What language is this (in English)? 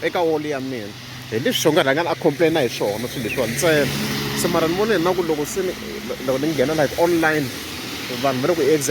Tsonga